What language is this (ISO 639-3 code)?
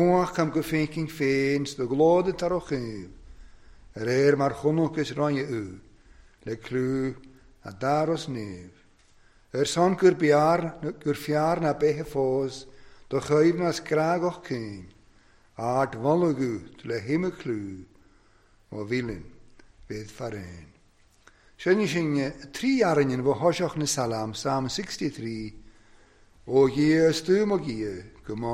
cym